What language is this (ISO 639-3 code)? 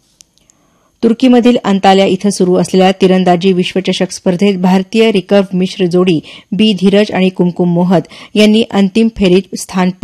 mar